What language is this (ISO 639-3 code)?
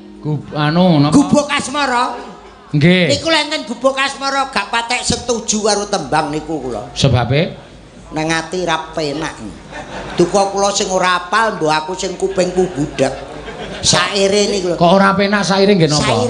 jav